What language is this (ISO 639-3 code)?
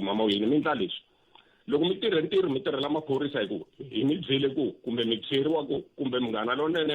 tso